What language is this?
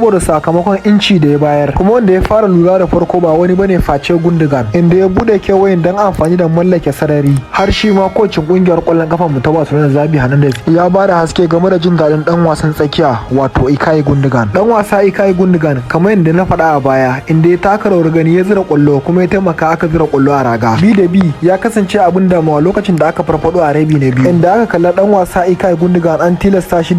Hausa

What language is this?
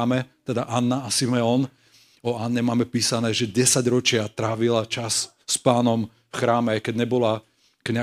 Slovak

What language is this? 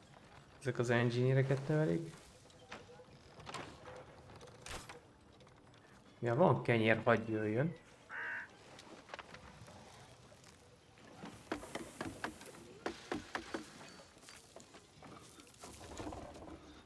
Hungarian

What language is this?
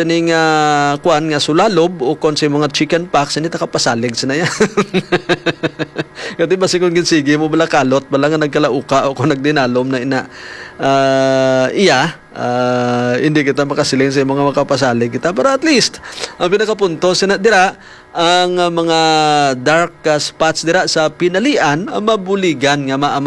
Hiligaynon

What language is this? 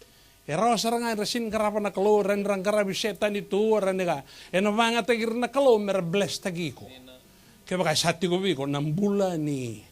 Fijian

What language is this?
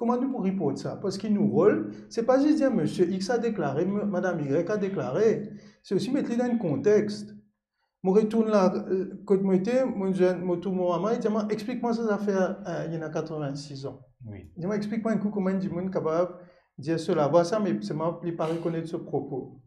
Morisyen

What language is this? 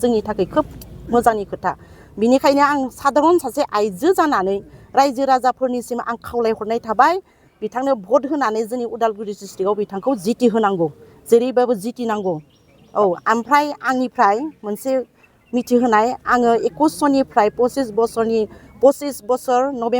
Bodo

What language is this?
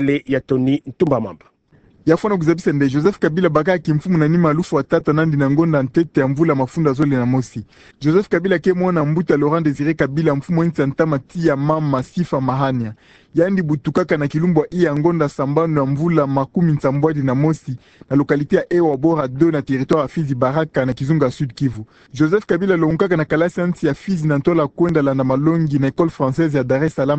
Kituba (Democratic Republic of Congo)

